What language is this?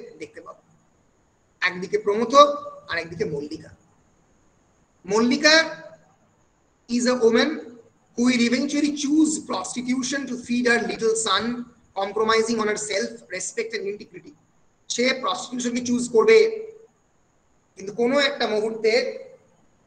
Bangla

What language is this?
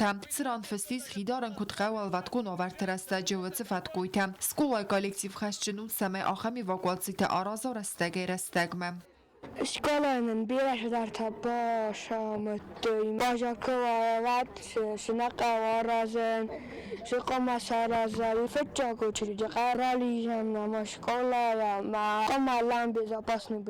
Ossetic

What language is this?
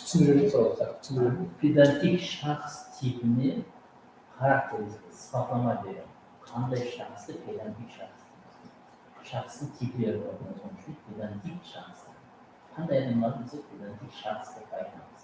Kara-Kalpak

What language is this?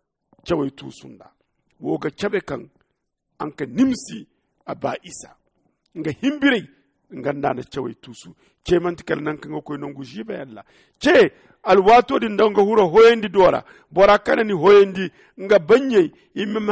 Zarma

